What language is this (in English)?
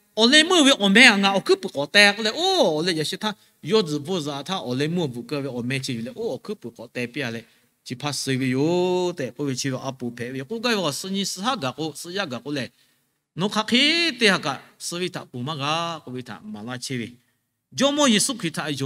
Lahu